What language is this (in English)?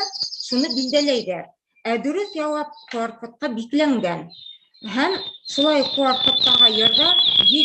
Bashkir